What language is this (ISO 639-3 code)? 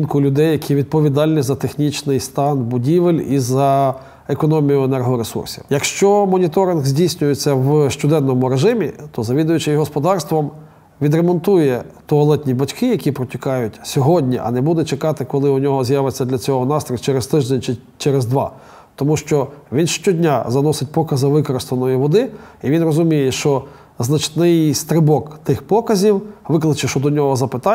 ukr